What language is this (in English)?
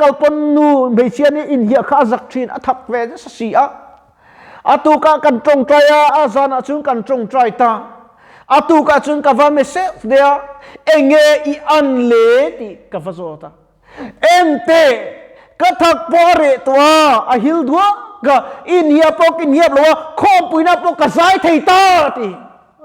Mizo